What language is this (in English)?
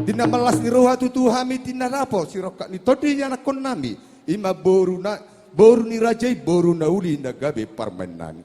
Batak Toba